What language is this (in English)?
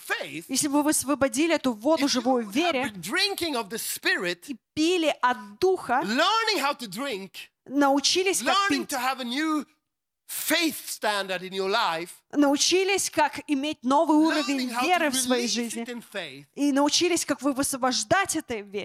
Russian